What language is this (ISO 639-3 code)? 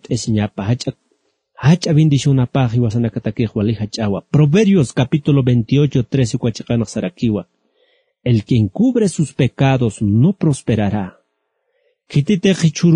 aym